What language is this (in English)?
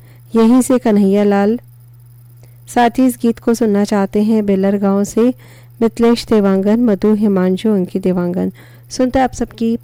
Hindi